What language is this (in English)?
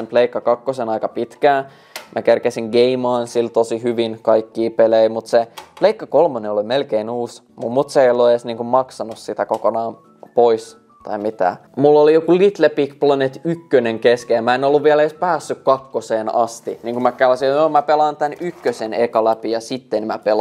Finnish